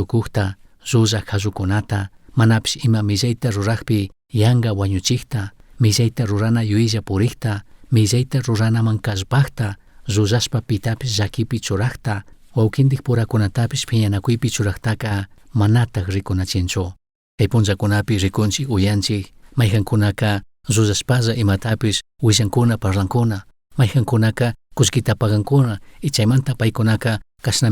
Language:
Chimborazo Highland Quichua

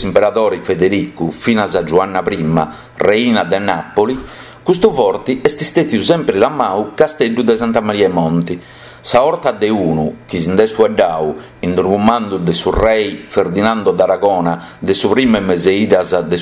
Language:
Sardinian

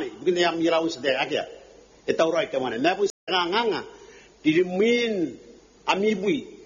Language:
Gilbertese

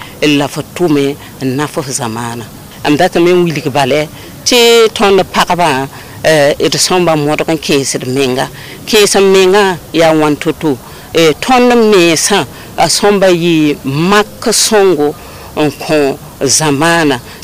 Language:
Mossi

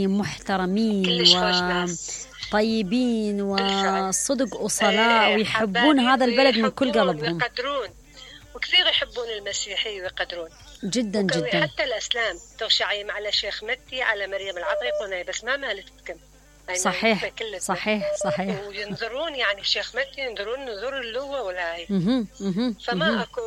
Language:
Mesopotamian Arabic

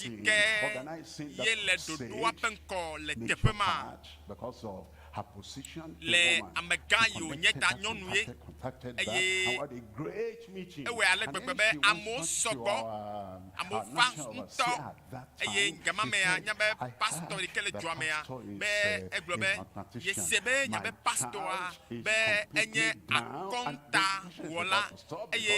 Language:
Ewe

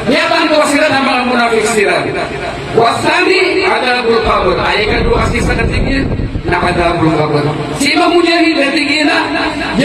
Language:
Maranao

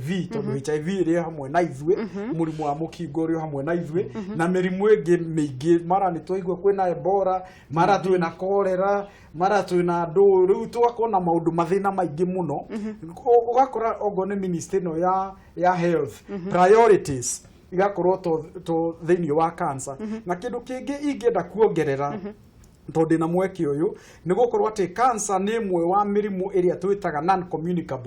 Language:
Kikuyu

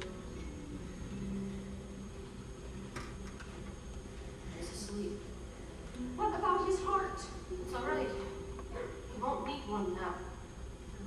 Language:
English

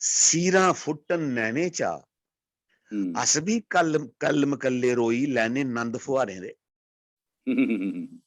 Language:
Dogri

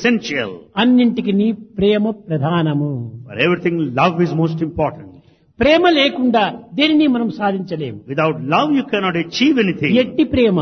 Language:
Telugu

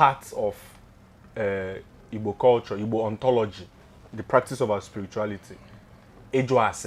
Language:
Igbo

